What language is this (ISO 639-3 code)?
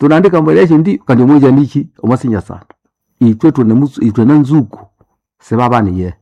nnb